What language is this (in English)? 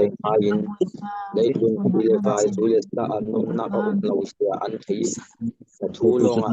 Falam Chin